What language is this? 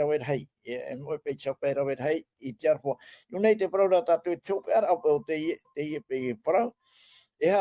Tahitian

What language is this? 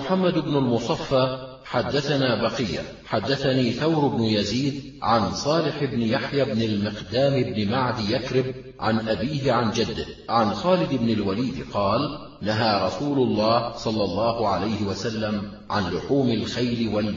Arabic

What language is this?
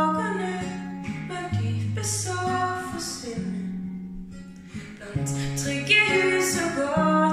Norwegian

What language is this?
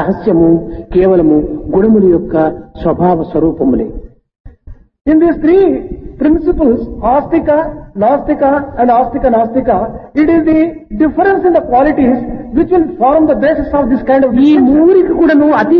Telugu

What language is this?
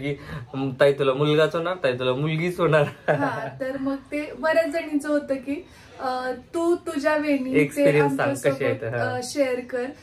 Marathi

